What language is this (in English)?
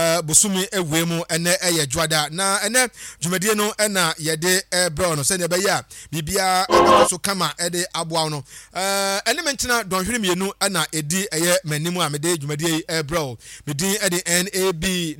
Akan